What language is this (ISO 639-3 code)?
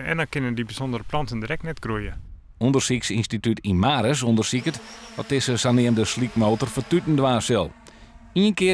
fry